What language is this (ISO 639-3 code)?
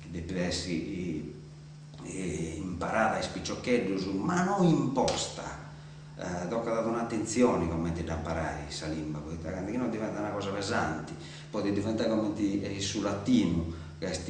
srd